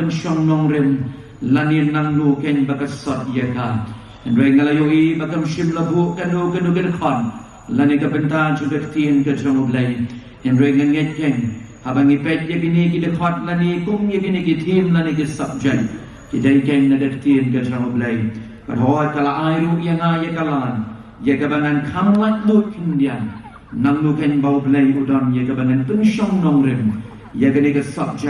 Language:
Khasi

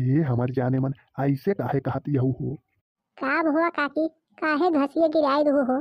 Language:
Bhojpuri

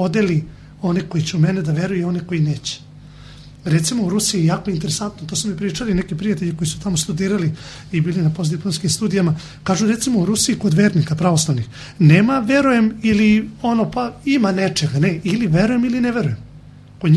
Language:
Serbian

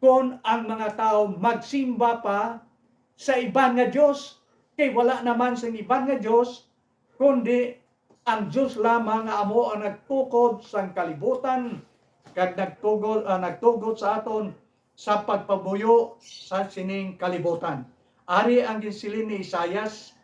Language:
Hiligaynon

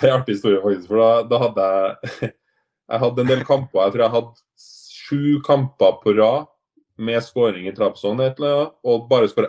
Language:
Norwegian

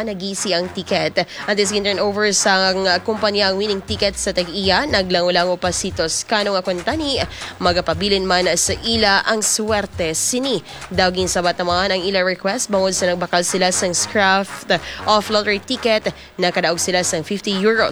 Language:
Hiligaynon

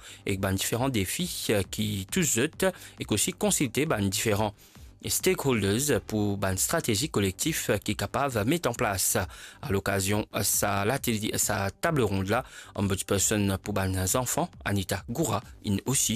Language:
Morisyen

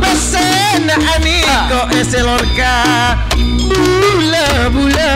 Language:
Madurese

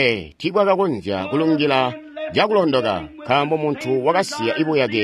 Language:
Tonga (Zambia)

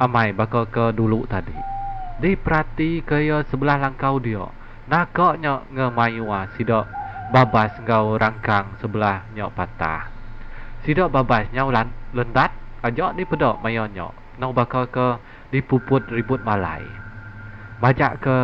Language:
Iban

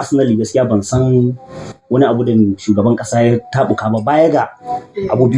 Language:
Hausa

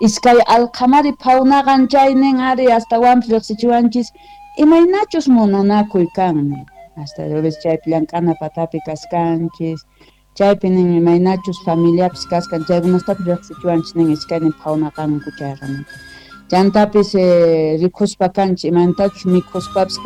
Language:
South Bolivian Quechua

